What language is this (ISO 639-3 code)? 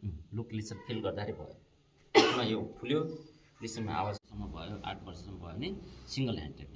nep